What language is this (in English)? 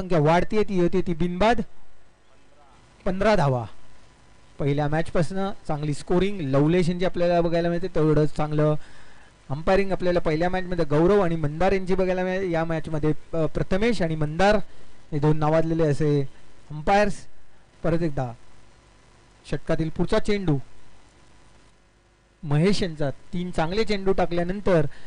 Marathi